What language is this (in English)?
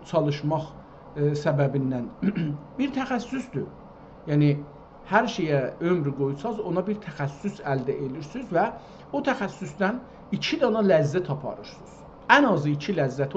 South Azerbaijani